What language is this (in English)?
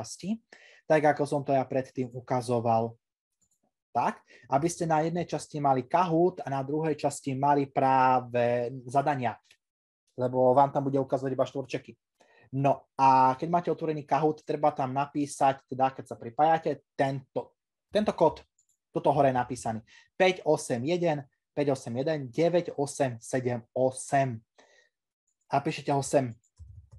Slovak